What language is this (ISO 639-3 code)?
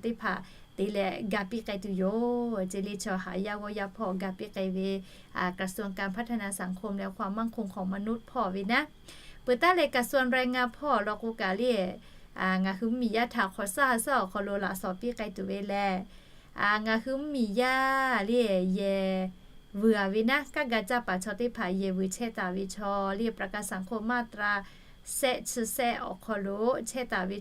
lhu